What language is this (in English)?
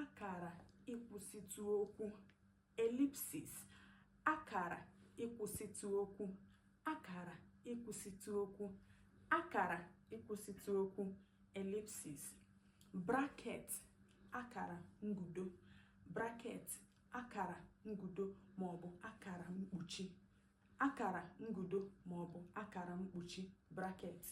Igbo